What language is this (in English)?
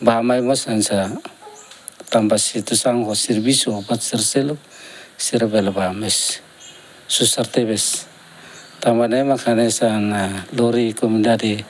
Tetum